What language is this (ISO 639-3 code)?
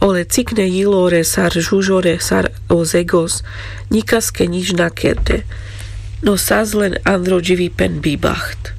rmc